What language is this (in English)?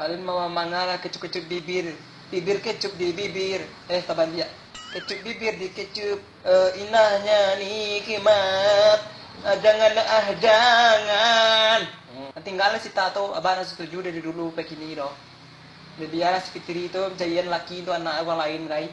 Minangkabau